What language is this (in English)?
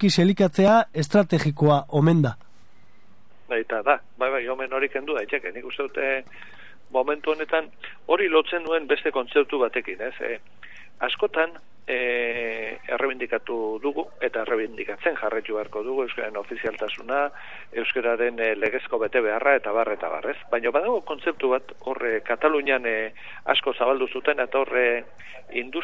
Basque